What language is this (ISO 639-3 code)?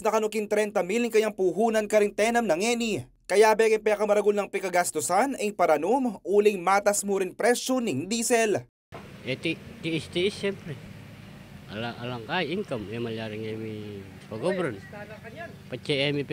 pam